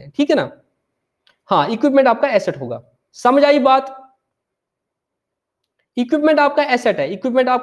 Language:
Hindi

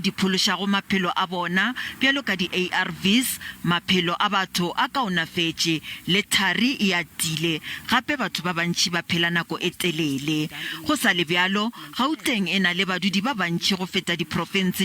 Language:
Northern Sotho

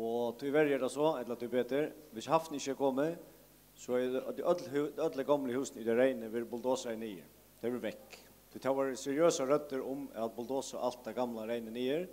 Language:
Faroese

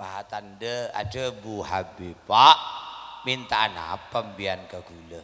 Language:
Madurese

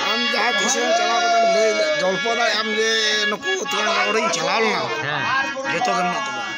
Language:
Santali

